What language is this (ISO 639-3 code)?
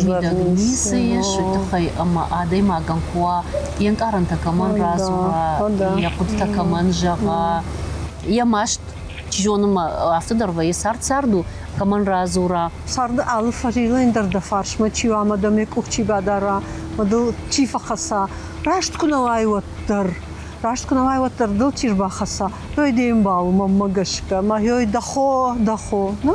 oss